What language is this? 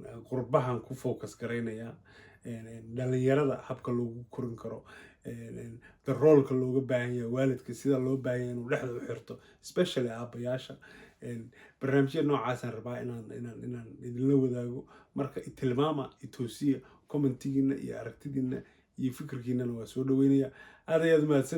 Somali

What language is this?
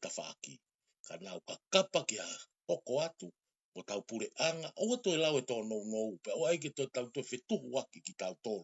Tongan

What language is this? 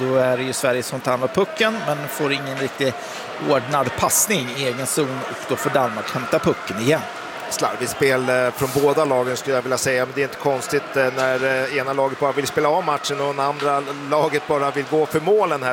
Swedish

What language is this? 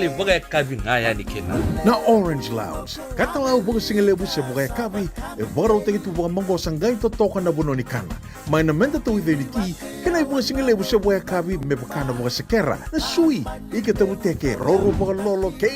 Fijian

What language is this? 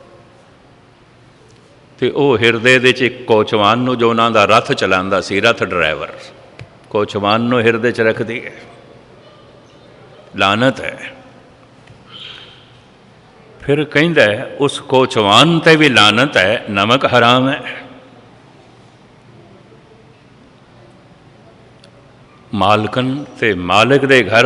Punjabi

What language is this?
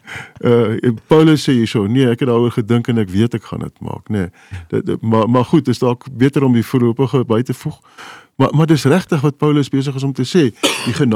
Afrikaans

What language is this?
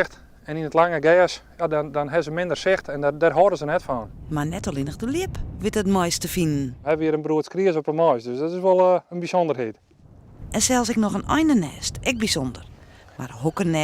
Western Frisian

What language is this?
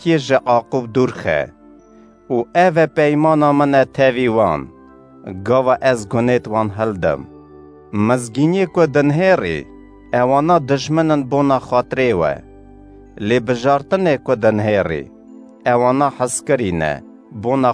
Kurdish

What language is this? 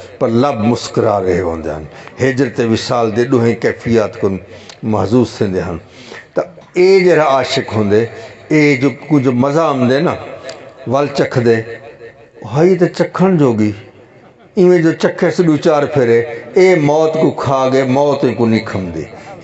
Saraiki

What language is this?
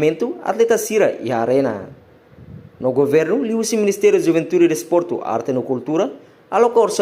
Tetum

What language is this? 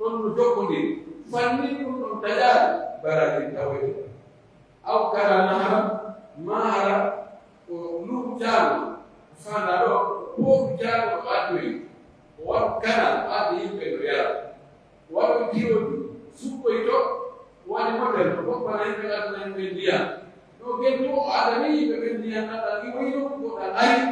Pular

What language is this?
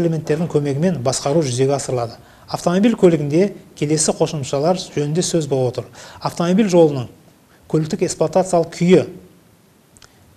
Kazakh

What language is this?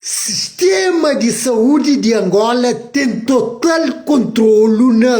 Kabuverdianu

